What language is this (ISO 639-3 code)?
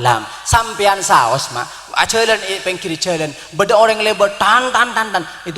mad